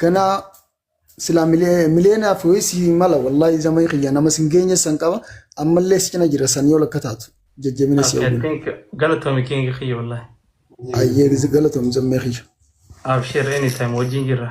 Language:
Oromo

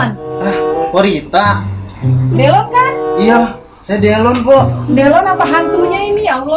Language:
Betawi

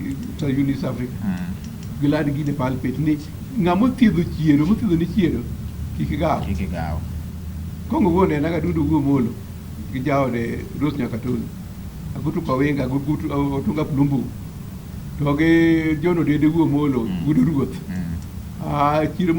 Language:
Luo (Kenya and Tanzania)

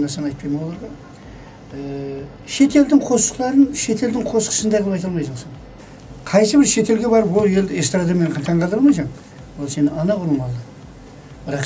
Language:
Kara-Kalpak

